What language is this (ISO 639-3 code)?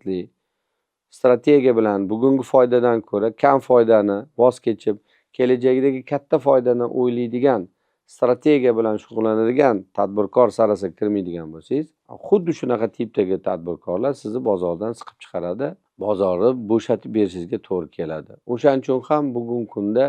uzb